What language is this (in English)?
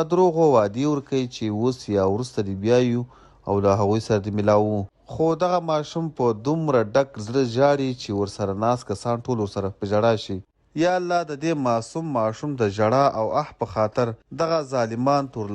Pashto